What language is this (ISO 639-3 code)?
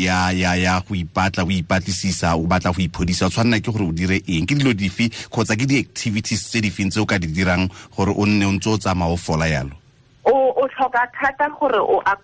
tsn